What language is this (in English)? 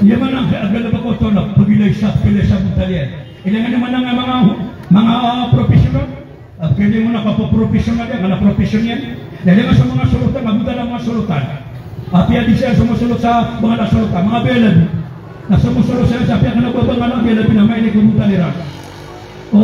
Maranao